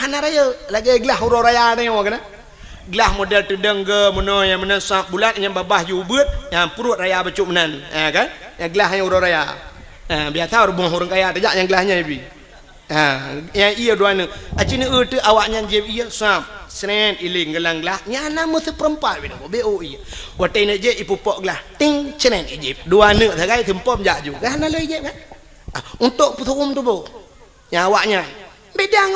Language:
Achinese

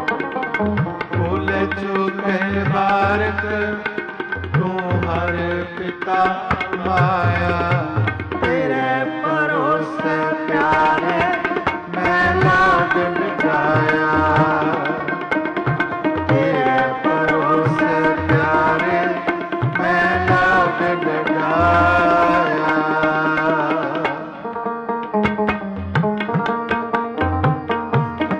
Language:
Punjabi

